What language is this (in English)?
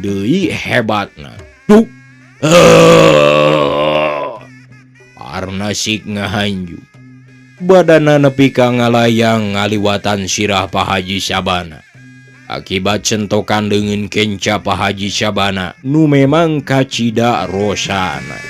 Sundanese